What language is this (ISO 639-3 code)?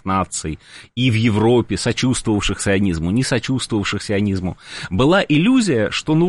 rus